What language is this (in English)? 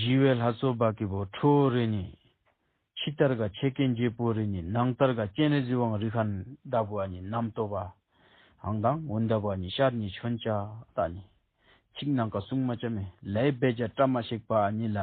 Tibetan